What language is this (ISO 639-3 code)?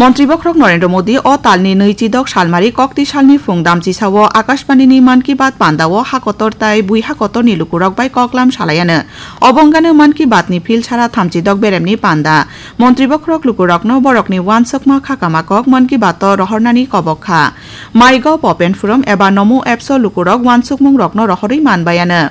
trp